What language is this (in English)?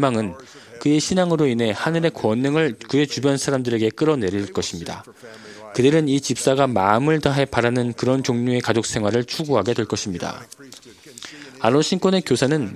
Korean